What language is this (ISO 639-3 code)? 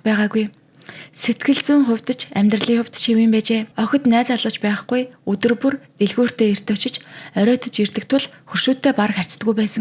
mon